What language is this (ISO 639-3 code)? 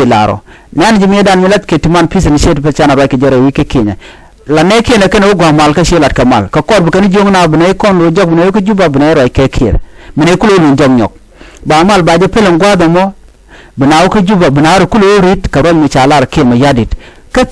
nus